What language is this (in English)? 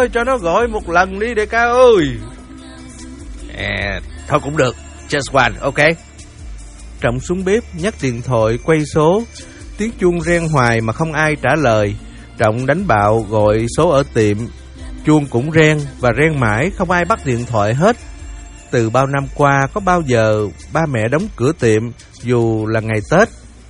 Vietnamese